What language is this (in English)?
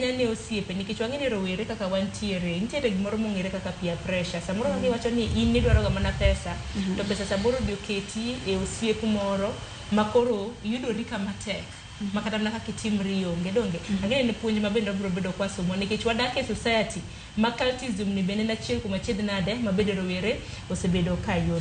Luo (Kenya and Tanzania)